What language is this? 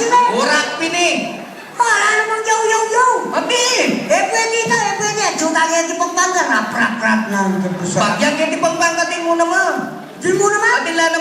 Pampanga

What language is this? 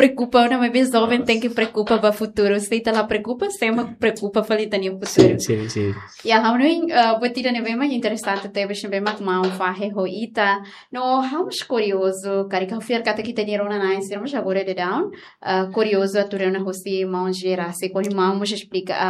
Tetum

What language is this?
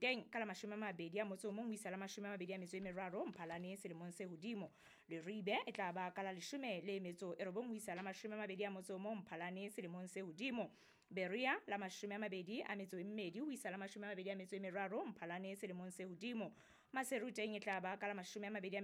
Southern Sotho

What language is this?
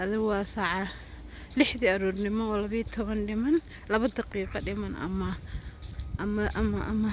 Somali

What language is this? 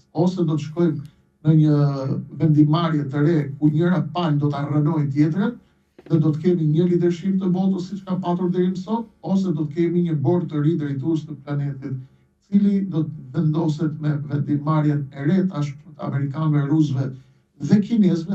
Albanian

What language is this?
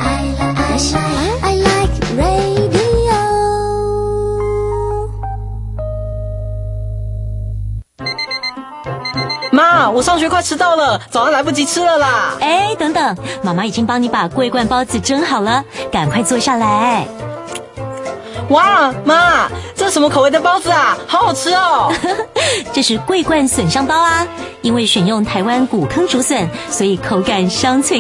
Chinese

